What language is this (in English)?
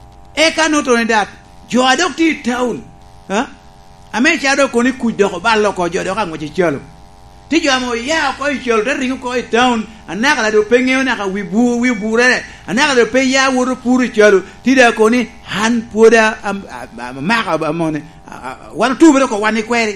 Lango (Uganda)